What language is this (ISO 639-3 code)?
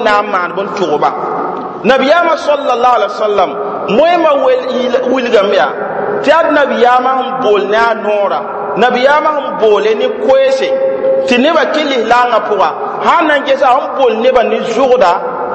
mos